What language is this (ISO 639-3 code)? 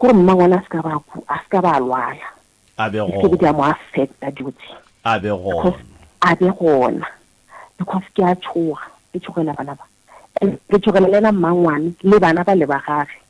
nso